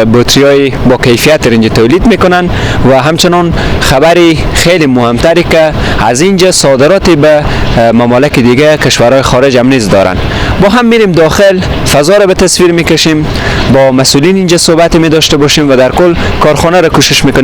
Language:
Persian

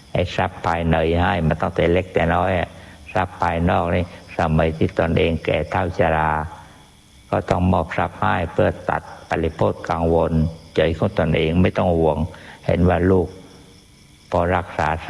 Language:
Thai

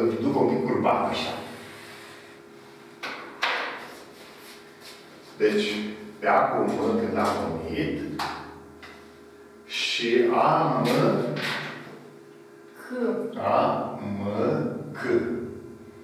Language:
Romanian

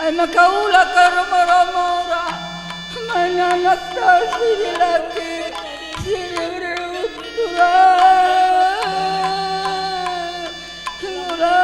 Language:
Batak Karo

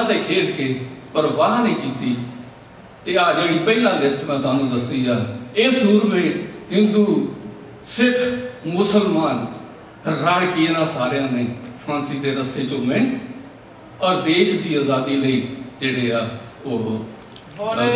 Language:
Punjabi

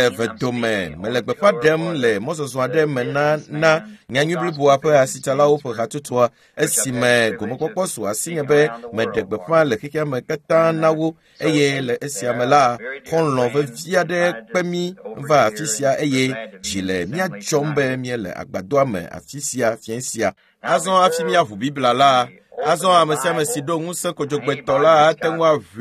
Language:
Ewe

